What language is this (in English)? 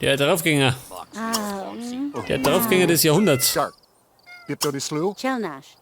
Bavarian